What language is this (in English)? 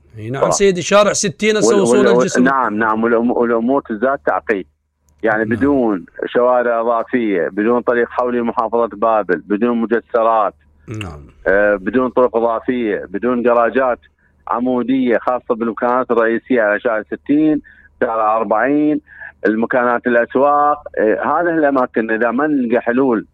Mesopotamian Arabic